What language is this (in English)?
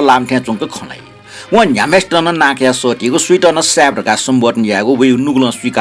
Newari